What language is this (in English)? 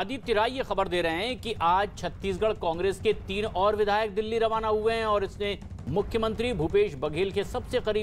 Hindi